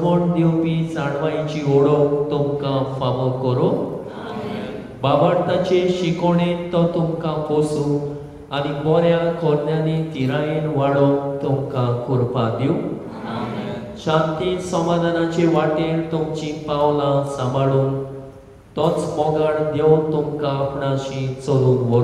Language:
Konkani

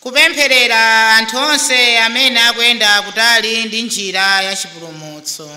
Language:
Nyanja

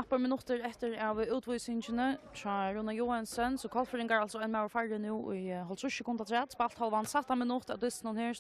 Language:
Faroese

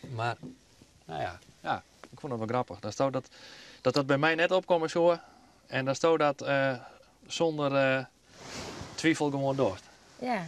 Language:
Western Frisian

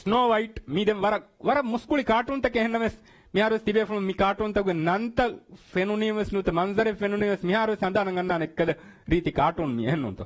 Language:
Divehi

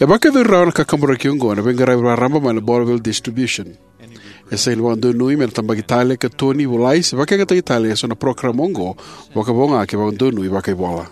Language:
Fijian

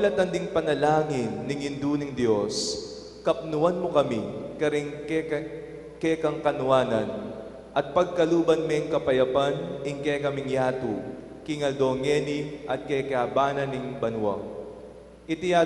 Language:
Pampanga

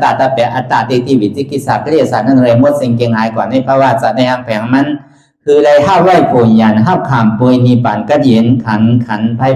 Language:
Shan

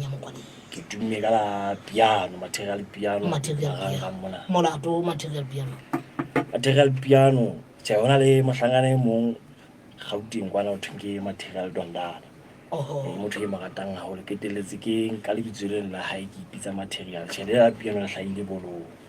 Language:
Southern Sotho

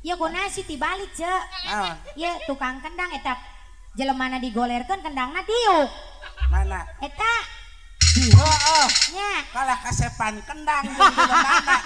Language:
Sundanese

